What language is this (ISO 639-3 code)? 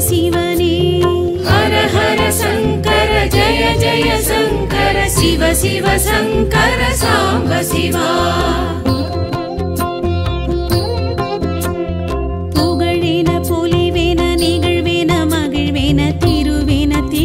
tam